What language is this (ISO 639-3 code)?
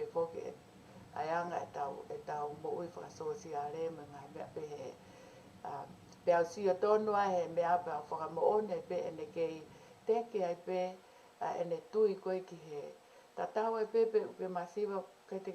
ton